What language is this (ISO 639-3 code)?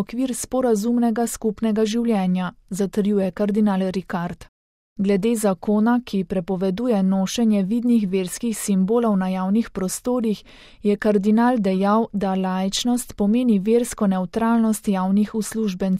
slv